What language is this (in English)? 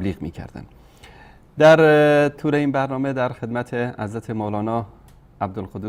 Persian